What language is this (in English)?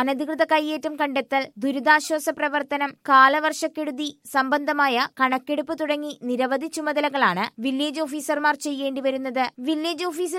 Malayalam